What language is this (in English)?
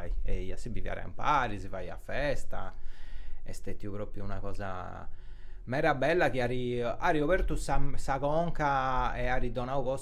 Sardinian